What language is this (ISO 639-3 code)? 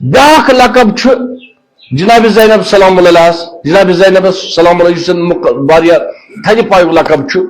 kas